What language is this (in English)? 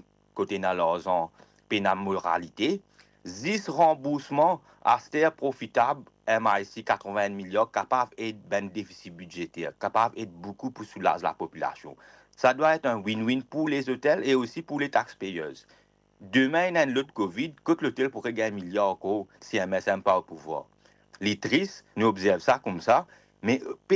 Morisyen